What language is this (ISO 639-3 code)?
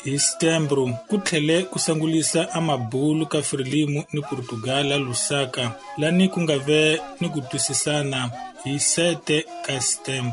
tso